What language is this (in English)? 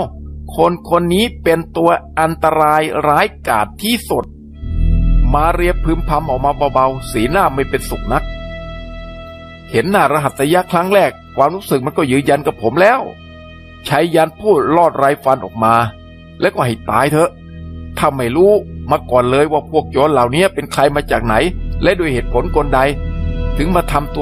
Thai